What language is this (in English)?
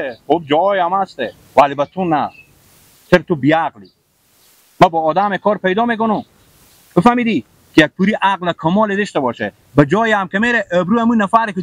Persian